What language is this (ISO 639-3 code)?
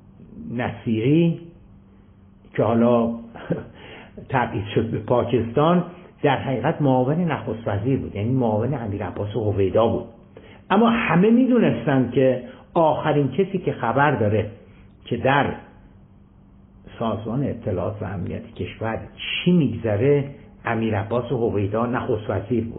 fas